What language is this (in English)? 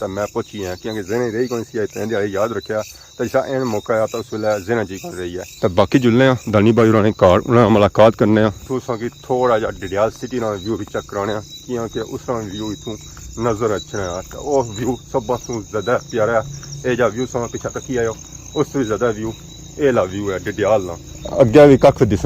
Pahari-Potwari